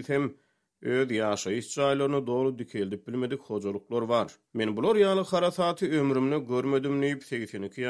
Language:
Turkmen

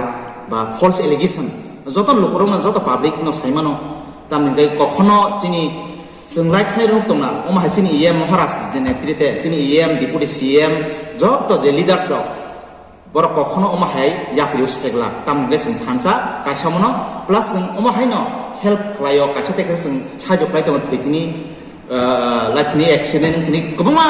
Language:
Kok Borok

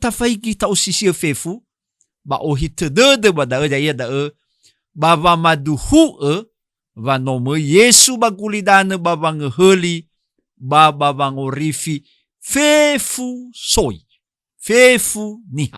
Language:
Nias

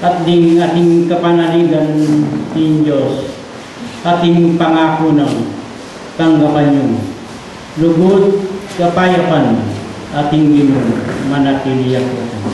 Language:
Pampanga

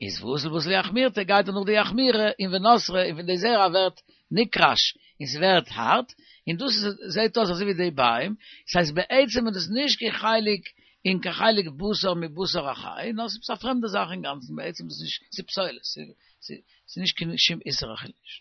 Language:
Yiddish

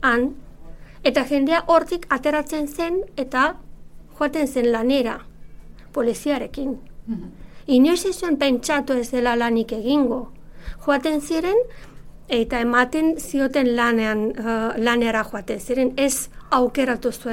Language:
Basque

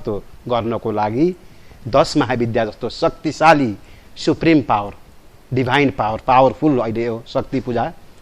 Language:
Nepali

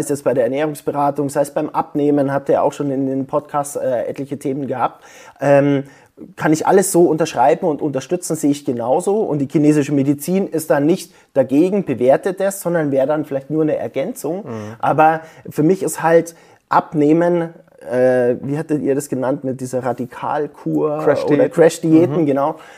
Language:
German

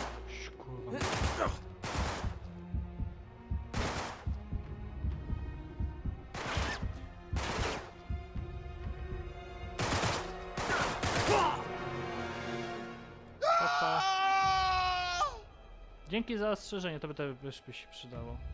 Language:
Polish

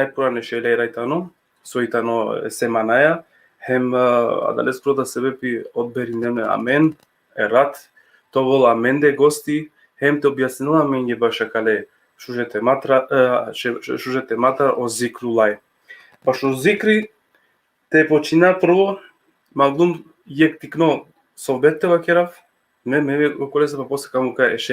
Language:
Balkan Romani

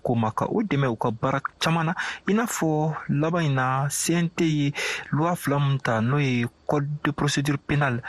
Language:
Bambara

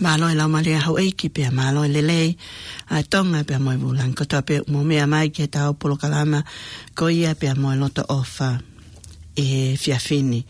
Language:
Tongan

